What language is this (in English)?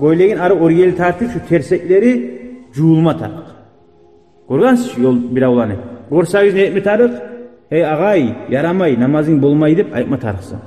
Kumyk